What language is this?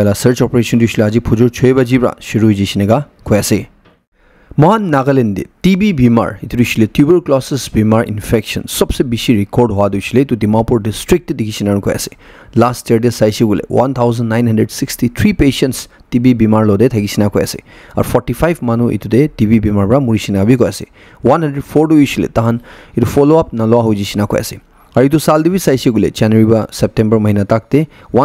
Naga Pidgin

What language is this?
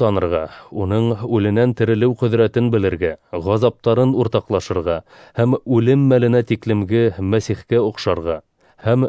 Bashkir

